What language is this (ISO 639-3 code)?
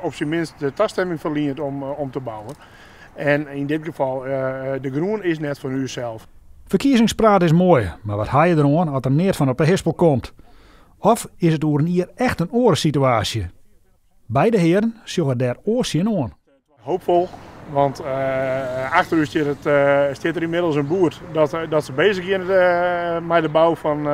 fry